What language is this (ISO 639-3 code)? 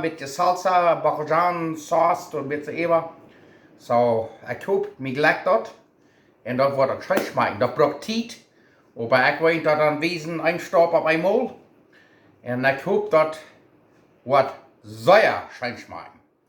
pdt